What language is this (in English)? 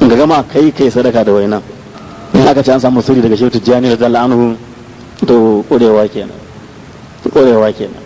Hausa